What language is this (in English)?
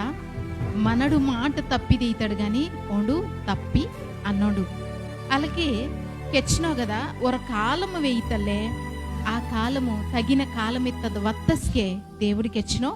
Koya